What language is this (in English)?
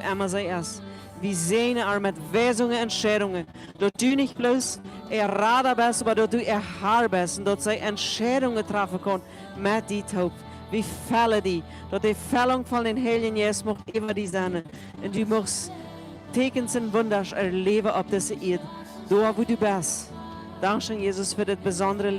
Plautdietsch